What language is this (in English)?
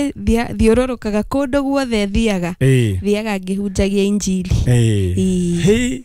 Kikuyu